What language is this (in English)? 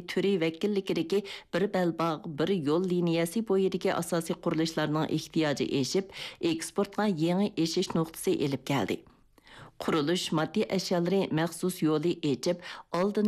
Uyghur